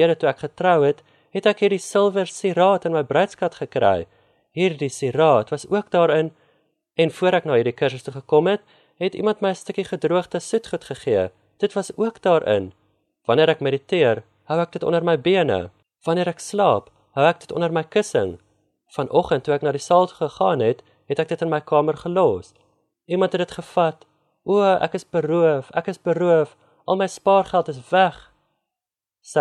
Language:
Afrikaans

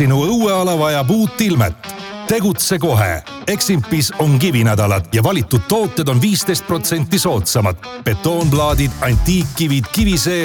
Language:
Estonian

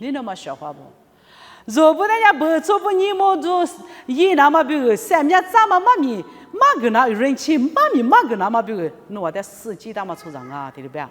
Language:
Lisu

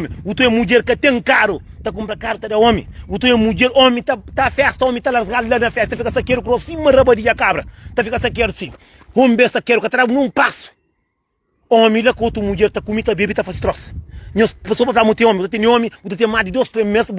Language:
Kabuverdianu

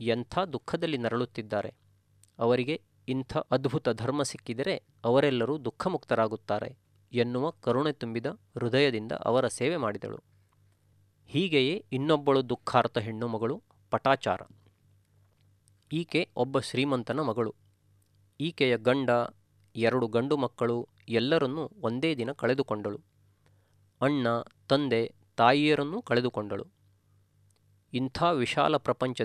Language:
Kannada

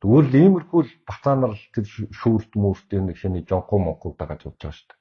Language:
Mongolian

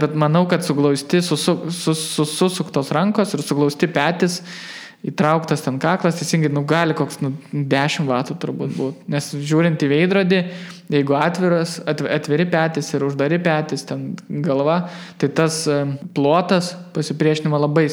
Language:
Lithuanian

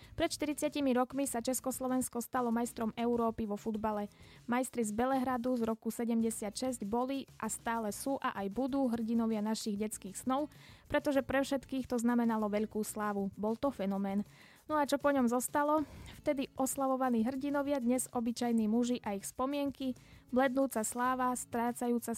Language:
Slovak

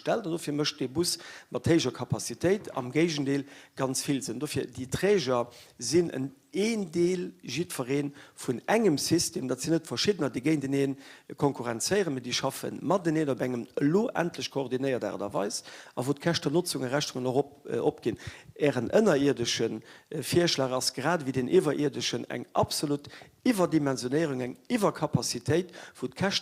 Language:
Luxembourgish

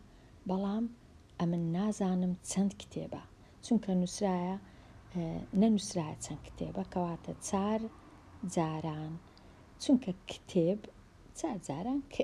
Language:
Central Kurdish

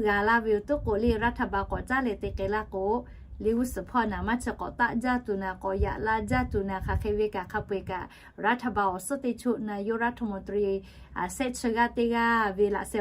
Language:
Lahu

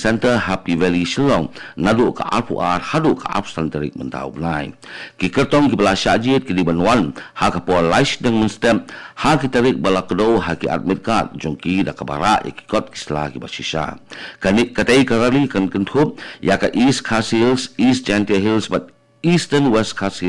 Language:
Khasi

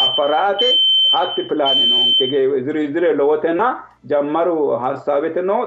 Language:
Sidamo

